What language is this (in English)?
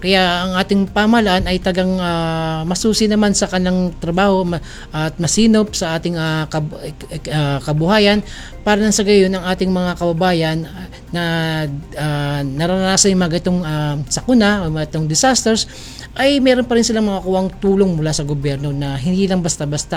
Filipino